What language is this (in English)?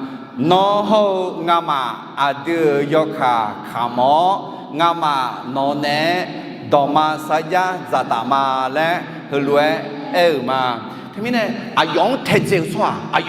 Akha